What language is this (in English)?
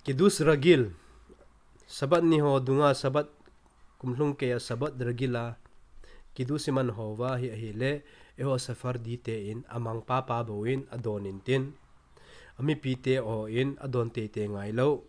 Thado Chin